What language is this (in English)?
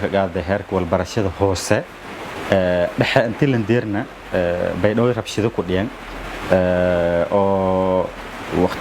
Somali